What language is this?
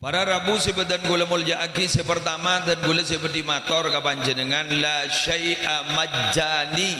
Madurese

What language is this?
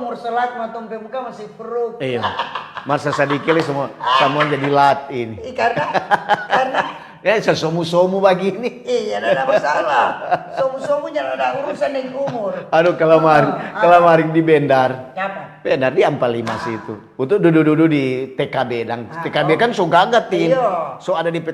Manado Malay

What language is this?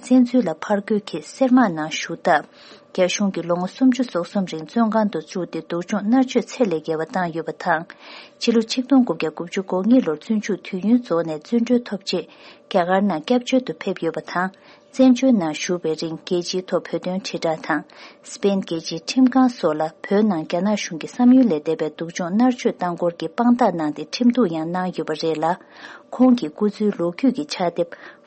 Tibetan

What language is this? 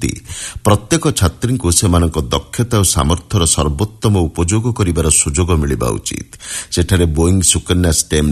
Odia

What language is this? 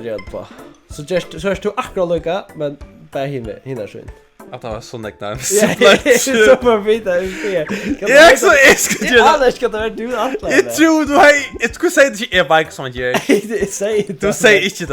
Faroese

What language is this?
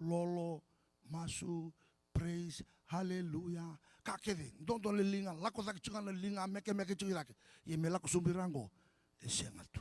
Fijian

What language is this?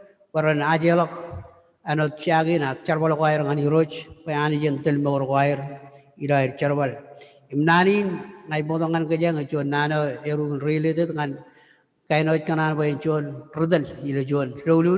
Marshallese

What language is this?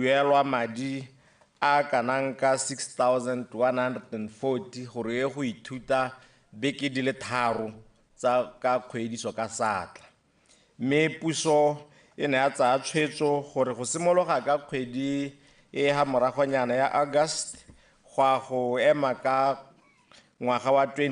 Tswana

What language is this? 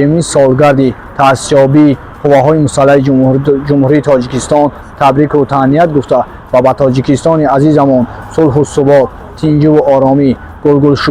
Tajik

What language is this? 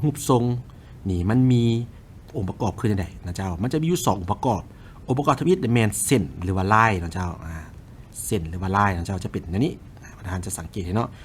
Lao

